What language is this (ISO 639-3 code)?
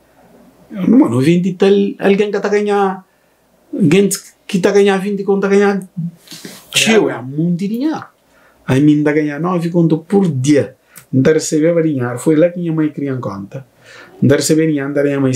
kea